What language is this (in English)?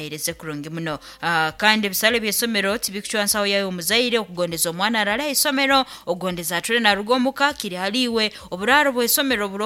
Nyankole